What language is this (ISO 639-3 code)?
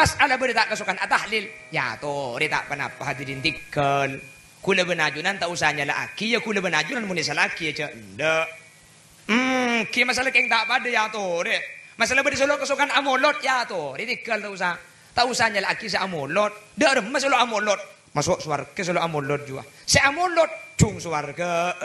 mad